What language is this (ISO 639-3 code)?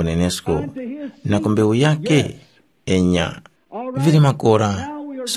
tum